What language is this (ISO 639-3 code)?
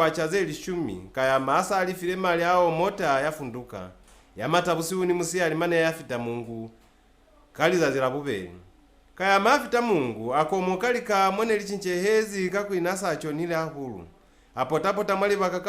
loz